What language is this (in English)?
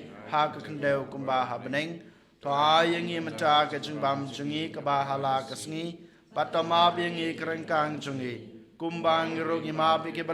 Khasi